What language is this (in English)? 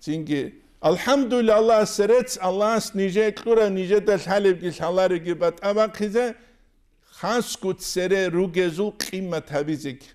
Avaric